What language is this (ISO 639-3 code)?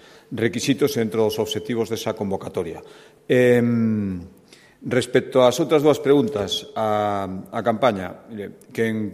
glg